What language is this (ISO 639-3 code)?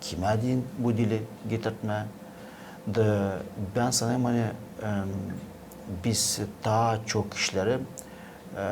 gag